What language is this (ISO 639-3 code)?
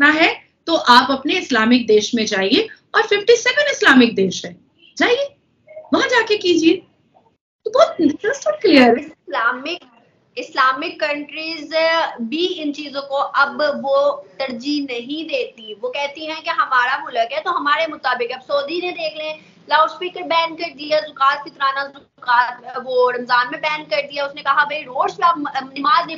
hin